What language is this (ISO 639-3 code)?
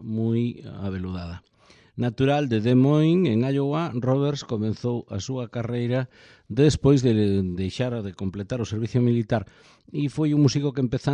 glg